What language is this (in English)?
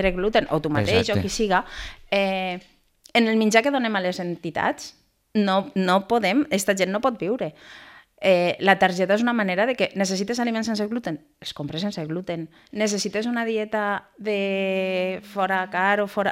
Catalan